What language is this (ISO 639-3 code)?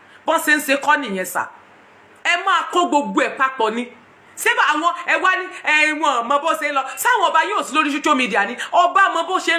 yor